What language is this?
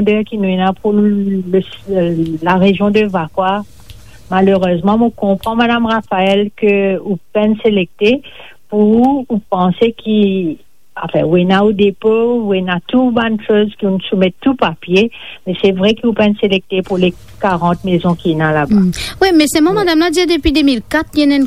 Morisyen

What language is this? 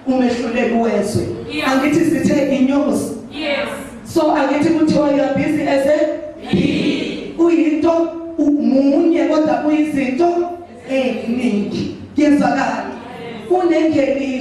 Zulu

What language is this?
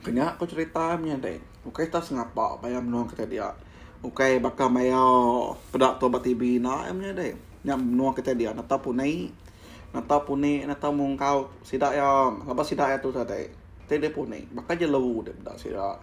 Iban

